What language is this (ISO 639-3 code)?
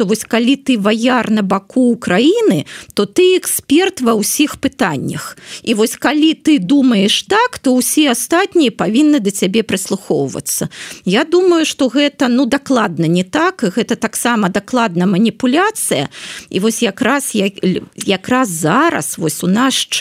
bel